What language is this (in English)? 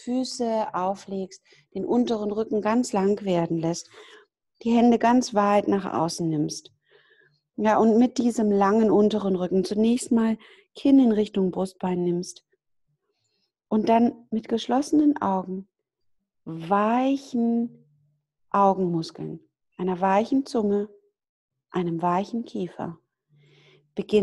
German